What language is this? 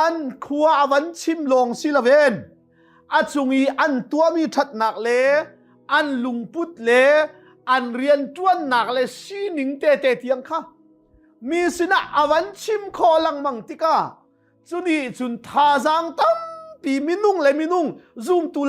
Hakha Chin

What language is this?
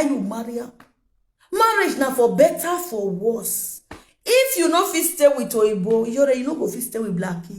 Nigerian Pidgin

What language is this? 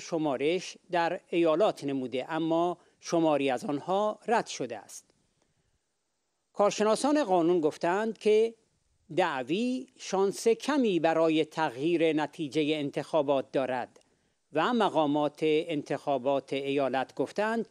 Persian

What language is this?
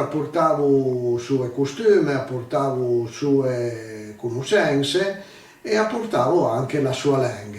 Piedmontese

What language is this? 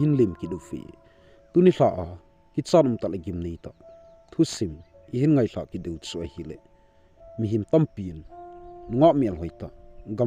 Thado Chin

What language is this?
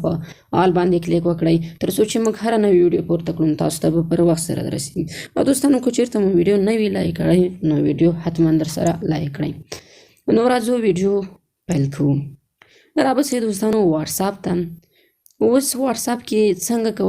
Pashto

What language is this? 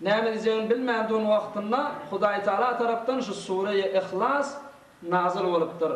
Turkmen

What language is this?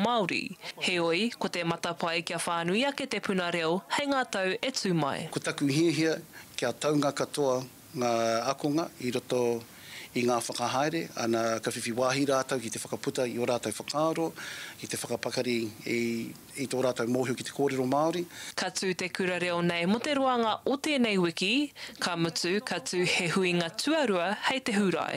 Māori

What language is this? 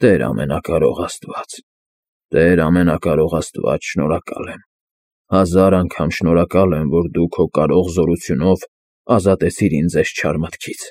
Armenian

